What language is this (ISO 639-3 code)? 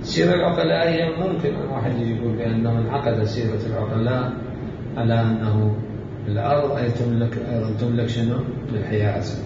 acm